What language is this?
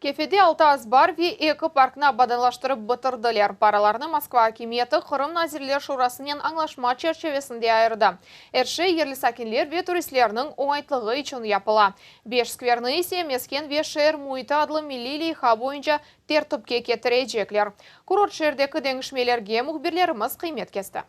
Crimean Tatar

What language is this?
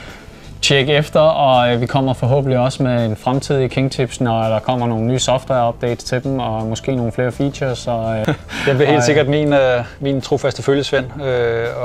Danish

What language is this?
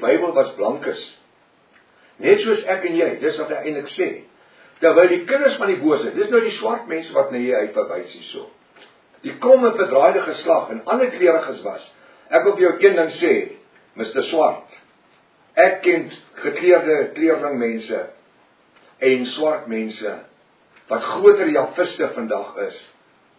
Afrikaans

